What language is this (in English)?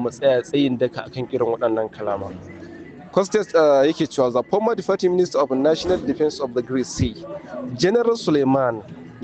Hausa